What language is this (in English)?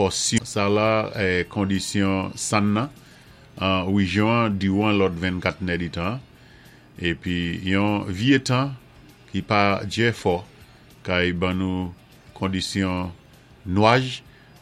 Saint Lucian Creole French